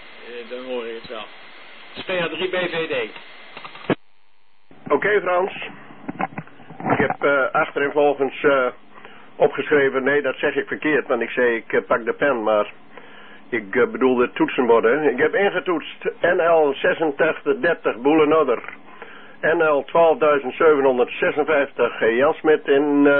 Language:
Dutch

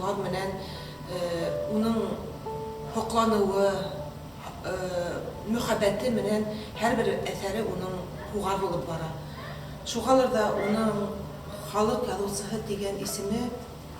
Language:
Bashkir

